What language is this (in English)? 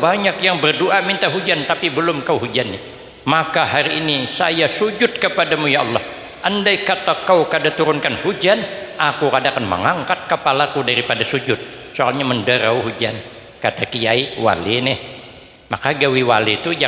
Banjar